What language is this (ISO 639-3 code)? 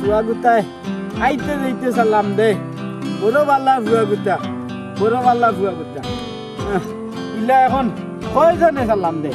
syl